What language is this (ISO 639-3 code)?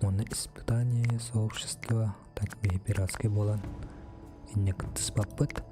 sah